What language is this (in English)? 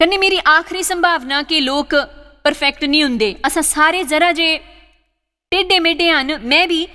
Dogri